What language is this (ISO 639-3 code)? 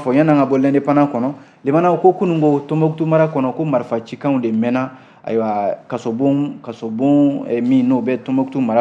bam